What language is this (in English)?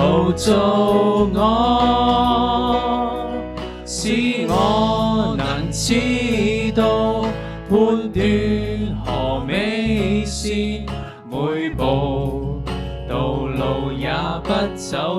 Cantonese